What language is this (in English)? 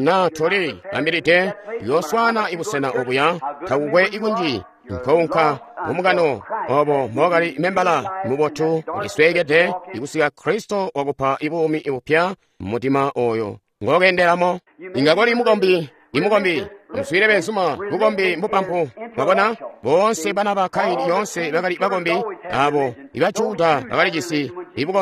Tonga (Zambia)